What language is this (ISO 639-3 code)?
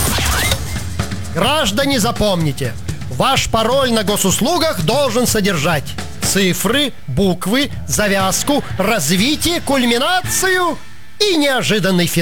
rus